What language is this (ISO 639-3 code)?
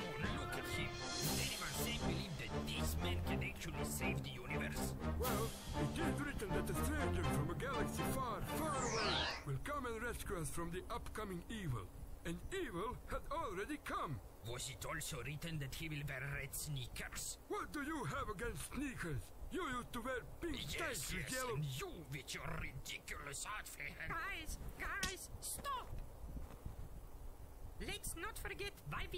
eng